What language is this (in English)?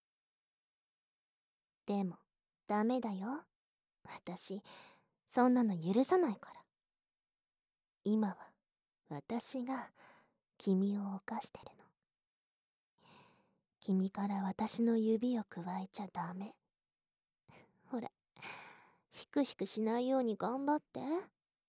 Japanese